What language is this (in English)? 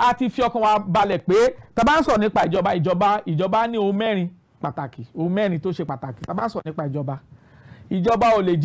Yoruba